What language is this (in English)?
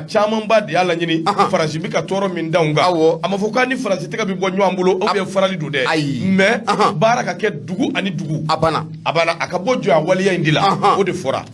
Bambara